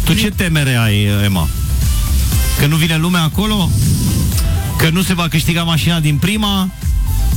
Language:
Romanian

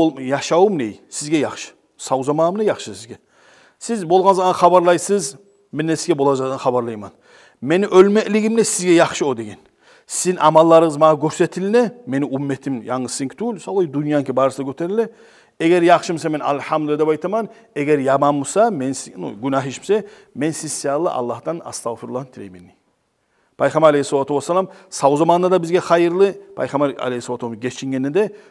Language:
Kumyk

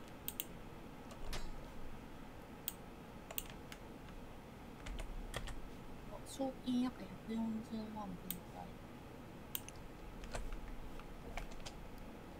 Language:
Japanese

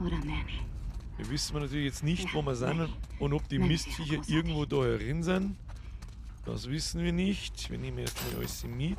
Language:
Bavarian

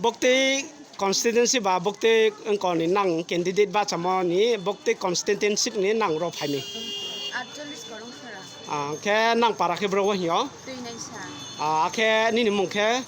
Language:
Riang (India)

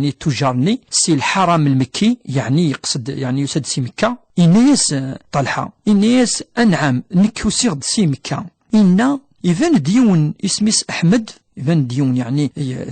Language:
Kabyle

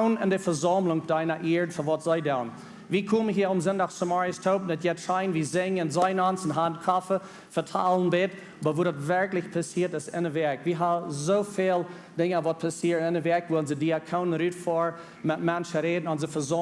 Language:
Plautdietsch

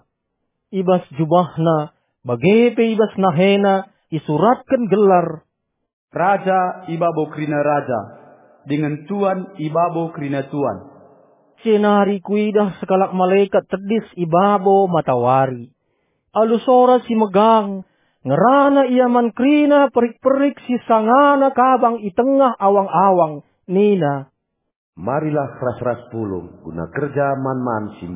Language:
Batak Karo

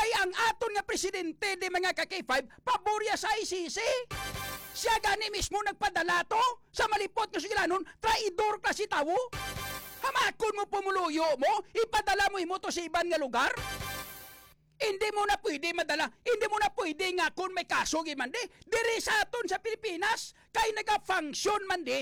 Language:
Hiligaynon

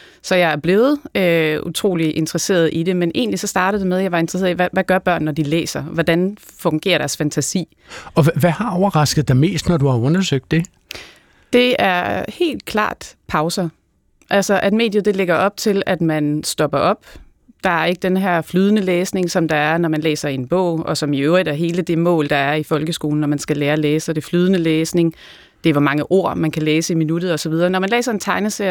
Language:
Danish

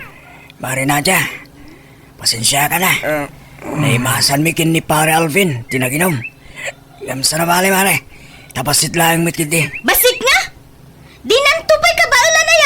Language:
Iloko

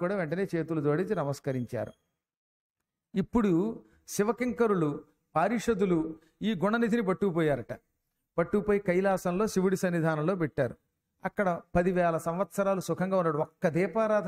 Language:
Telugu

